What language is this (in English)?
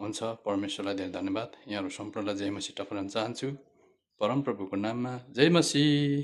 Nepali